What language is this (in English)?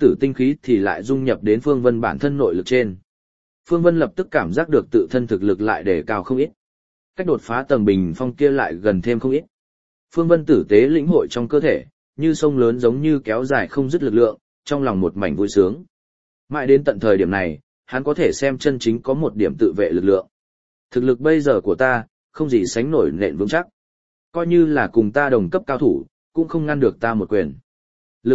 Vietnamese